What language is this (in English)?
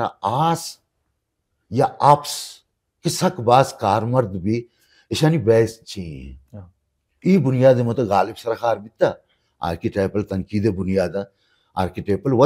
Baluchi